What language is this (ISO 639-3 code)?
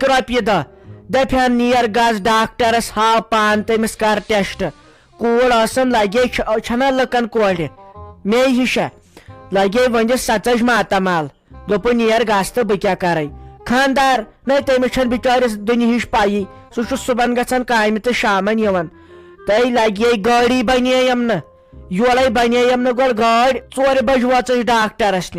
kas